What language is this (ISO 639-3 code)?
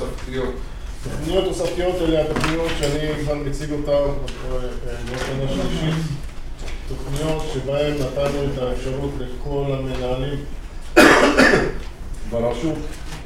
heb